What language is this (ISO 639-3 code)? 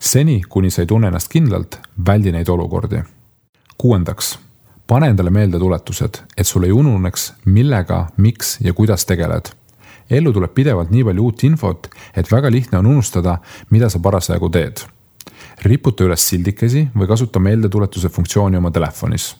est